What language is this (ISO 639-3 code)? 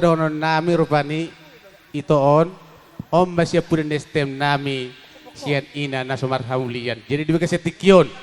bbc